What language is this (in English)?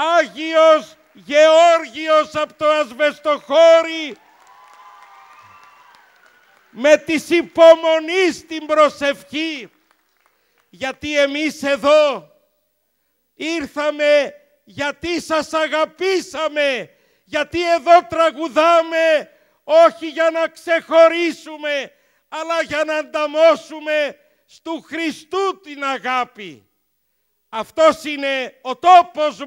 Greek